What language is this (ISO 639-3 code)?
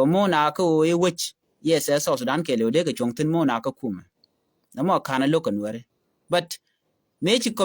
nus